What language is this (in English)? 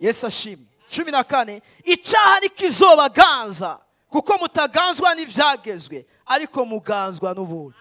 Rundi